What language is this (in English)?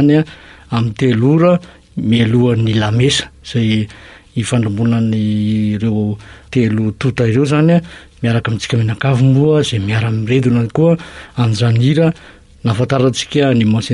Malagasy